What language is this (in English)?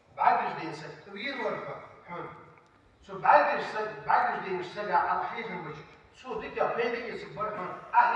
Ingush